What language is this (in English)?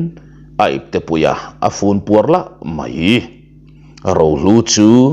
Mizo